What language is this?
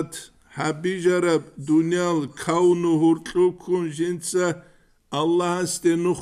Avaric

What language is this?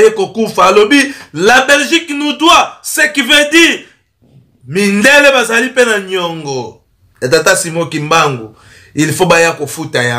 Lingala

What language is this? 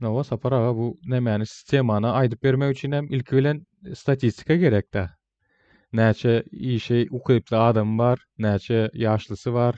Turkmen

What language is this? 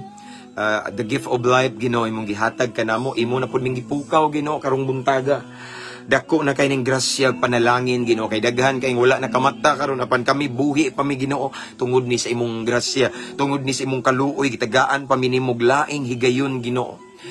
Cebuano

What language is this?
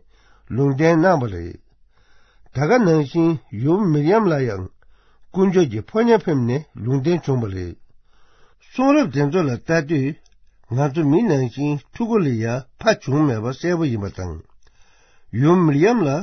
Tibetan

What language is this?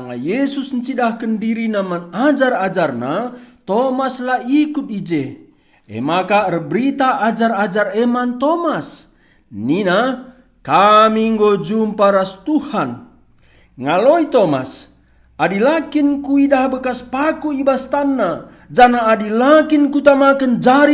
Batak Karo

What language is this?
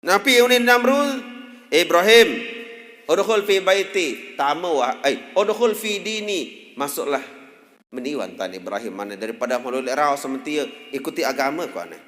Sasak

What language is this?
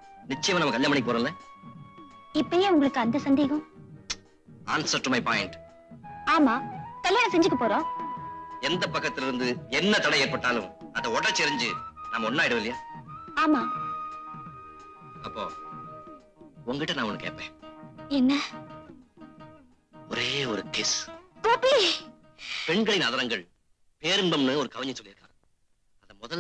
Tamil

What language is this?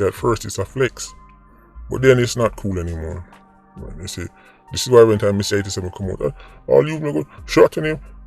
Jamaican Creole English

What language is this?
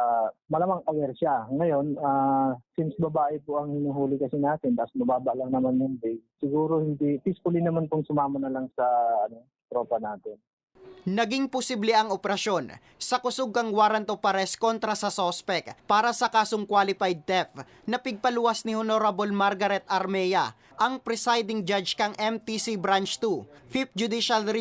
Bikol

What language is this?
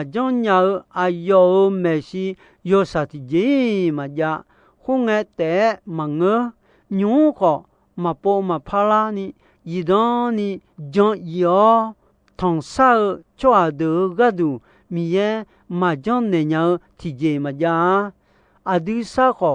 Akha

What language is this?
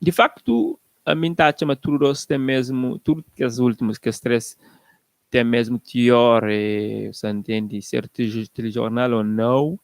Kabuverdianu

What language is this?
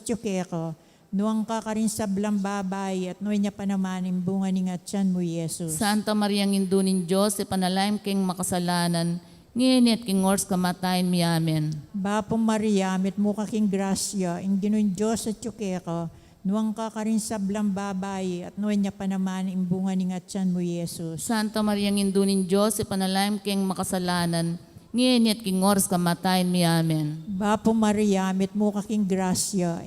Pampanga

